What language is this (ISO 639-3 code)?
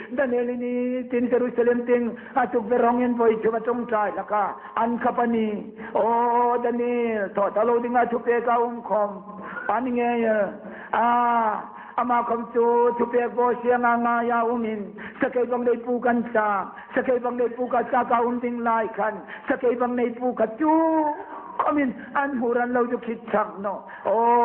hmr